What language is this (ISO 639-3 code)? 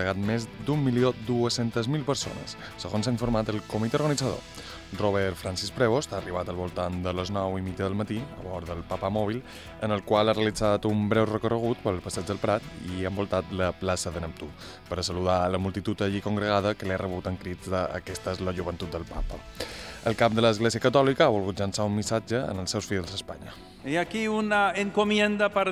cat